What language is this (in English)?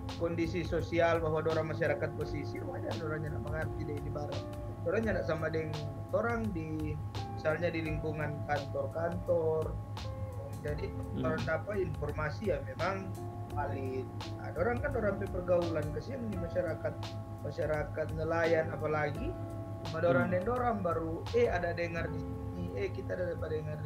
Manado Malay